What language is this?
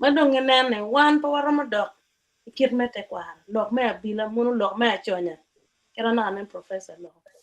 Acoli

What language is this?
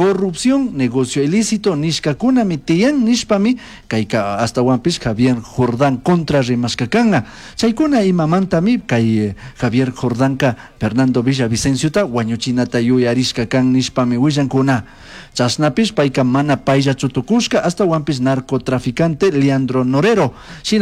Chimborazo Highland Quichua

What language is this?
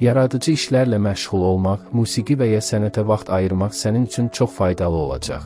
Azerbaijani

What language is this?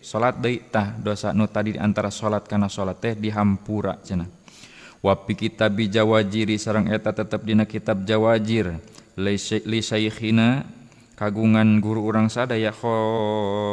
Sundanese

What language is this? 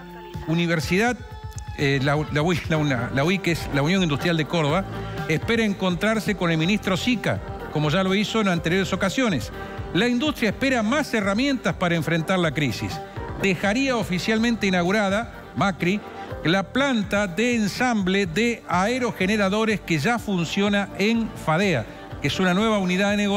Spanish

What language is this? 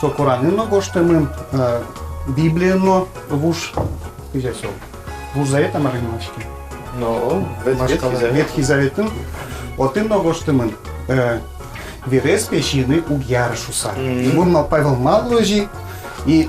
Udmurt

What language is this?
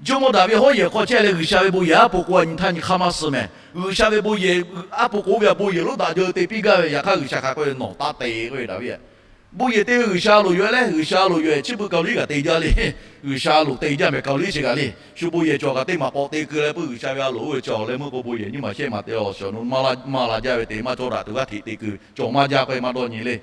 Lahu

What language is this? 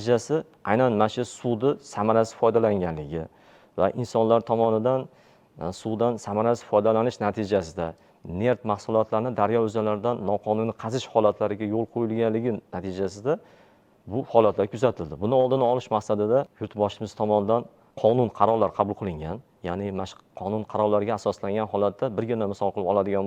Uzbek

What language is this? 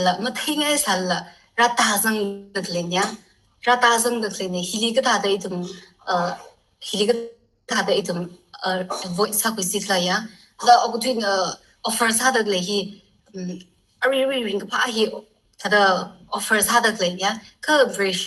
Tangkhul Naga (India)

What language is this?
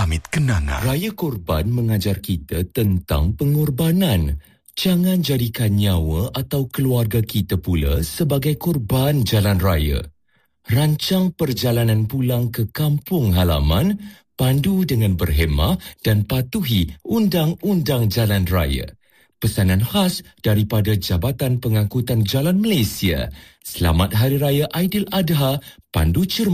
Malay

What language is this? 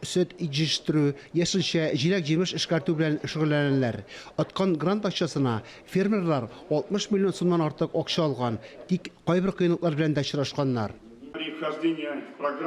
Tatar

